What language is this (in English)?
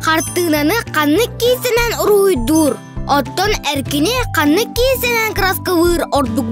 Yakut